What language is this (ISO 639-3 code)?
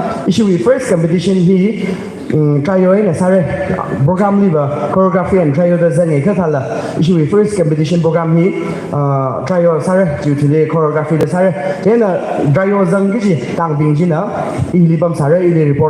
nmf